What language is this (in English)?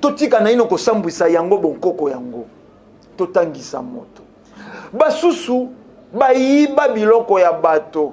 Lingala